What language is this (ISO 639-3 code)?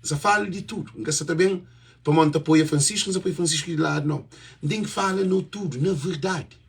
kea